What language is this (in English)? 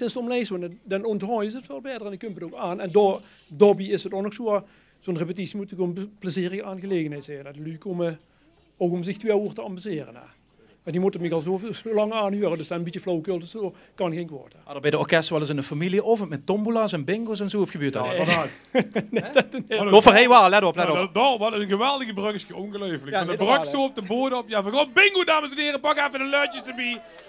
Limburgish